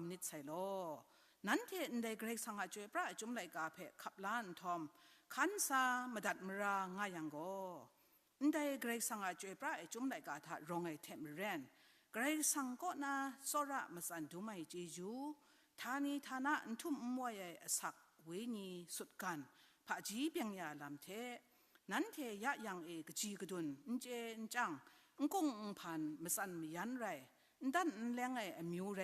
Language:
Kachin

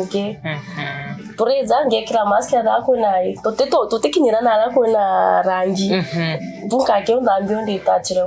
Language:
Meru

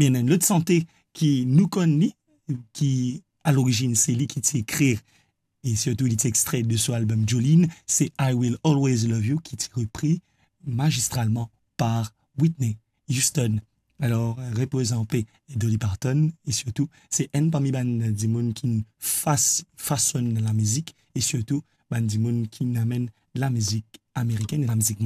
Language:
Morisyen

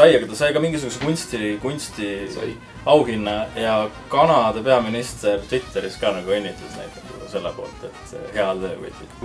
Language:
Estonian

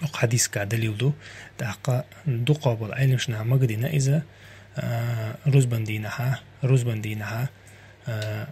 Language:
Chechen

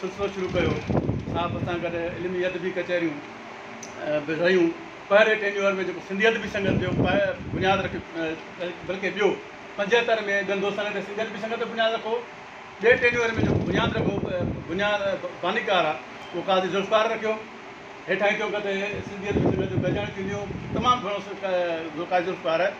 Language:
Sindhi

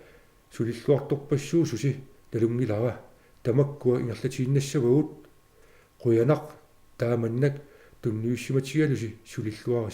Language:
Kalaallisut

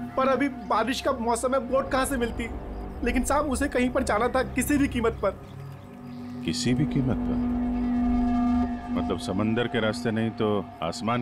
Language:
Hindi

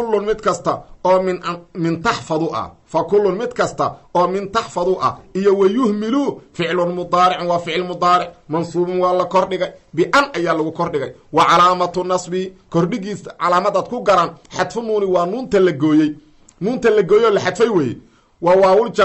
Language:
Somali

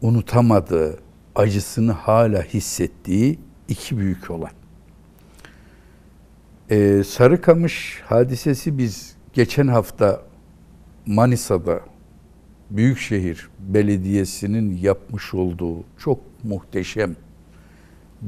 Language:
Turkish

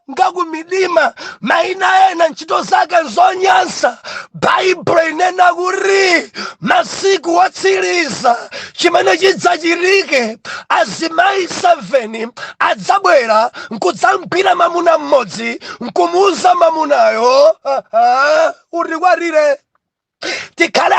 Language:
Nyanja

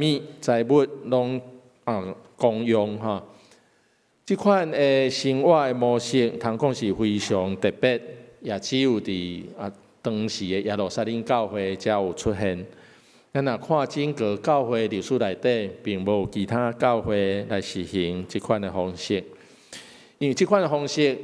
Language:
Min Nan Chinese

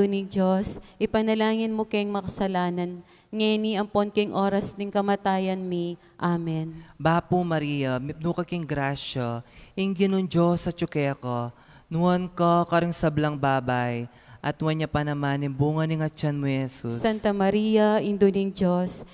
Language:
Pampanga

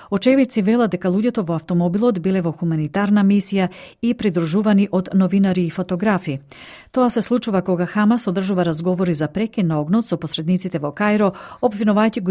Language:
Macedonian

